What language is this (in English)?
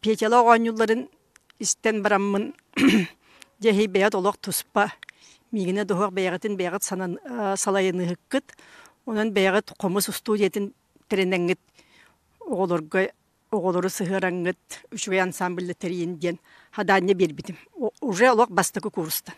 Yakut